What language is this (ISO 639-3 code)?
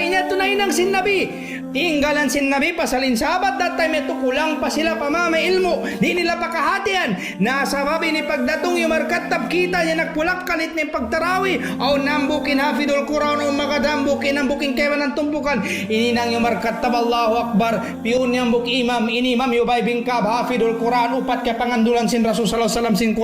tsg